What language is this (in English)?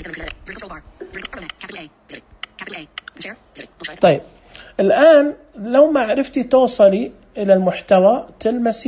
Najdi Arabic